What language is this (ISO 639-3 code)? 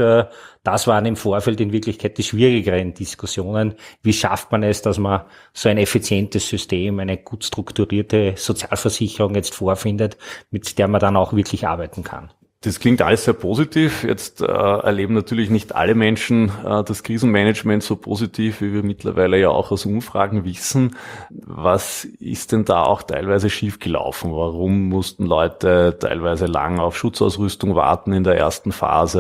deu